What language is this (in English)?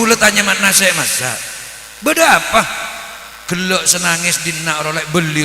Madurese